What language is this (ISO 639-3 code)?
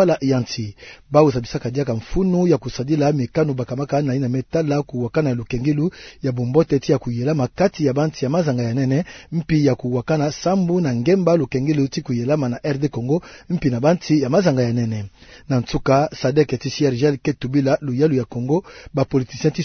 ktu